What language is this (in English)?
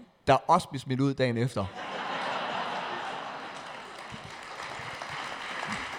Danish